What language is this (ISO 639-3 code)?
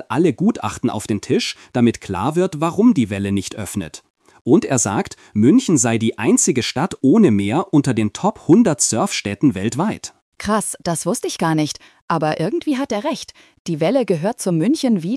deu